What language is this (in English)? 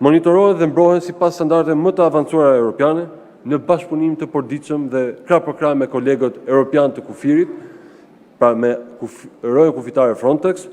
Albanian